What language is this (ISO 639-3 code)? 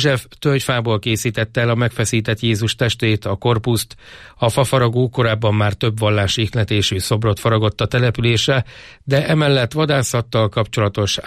hun